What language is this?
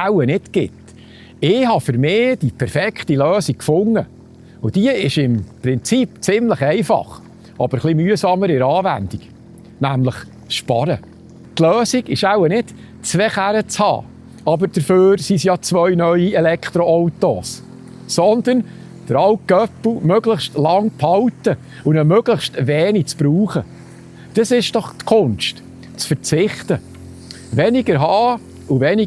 Swiss German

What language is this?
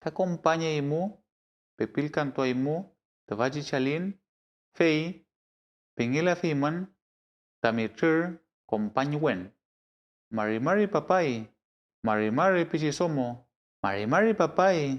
Mapuche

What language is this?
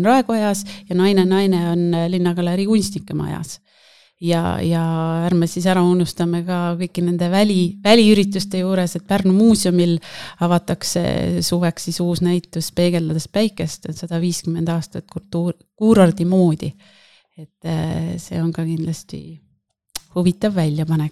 Estonian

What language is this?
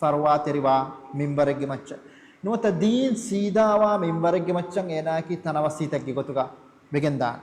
Divehi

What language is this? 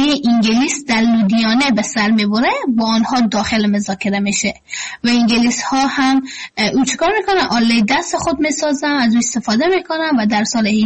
Persian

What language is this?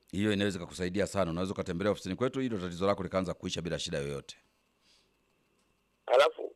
Swahili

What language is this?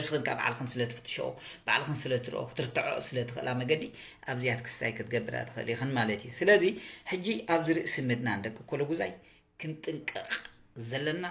Tigrinya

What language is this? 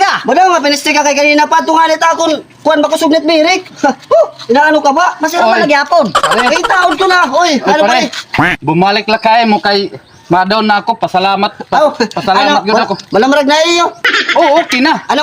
Waray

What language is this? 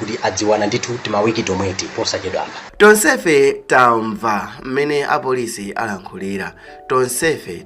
Nyanja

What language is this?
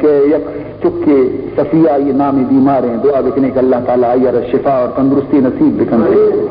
Baluchi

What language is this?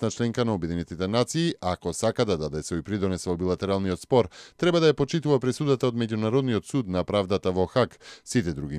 Macedonian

